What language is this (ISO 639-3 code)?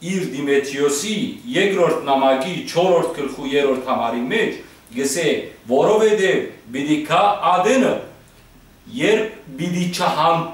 hyw